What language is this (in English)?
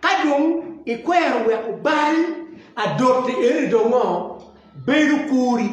Acoli